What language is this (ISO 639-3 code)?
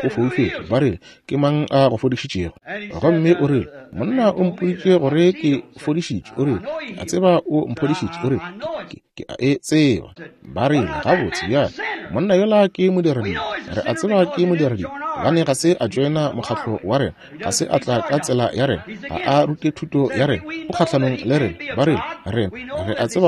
nso